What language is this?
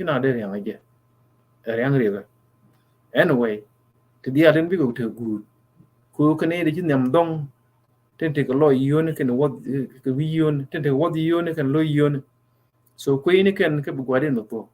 Nuer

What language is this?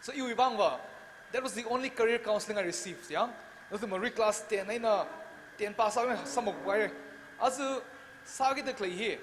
Tangkhul Naga (India)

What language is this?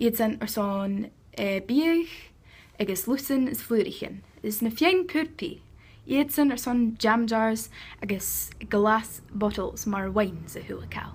Scottish Gaelic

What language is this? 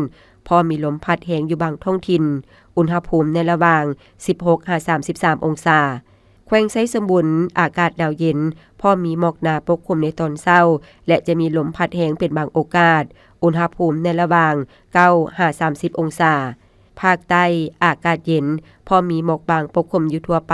Lao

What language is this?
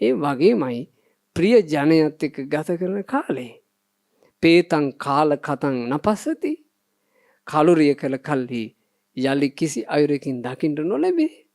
Sinhala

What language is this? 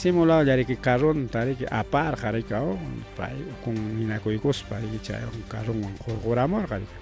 Ayacucho Quechua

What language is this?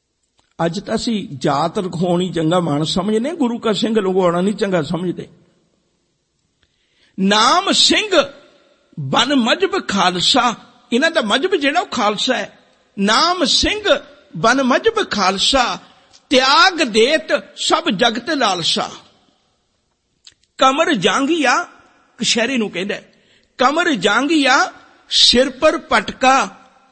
Punjabi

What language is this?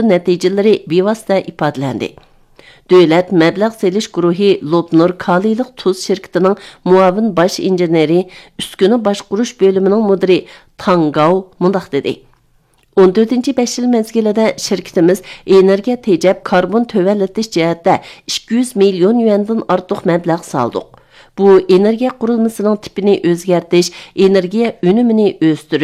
Uyghur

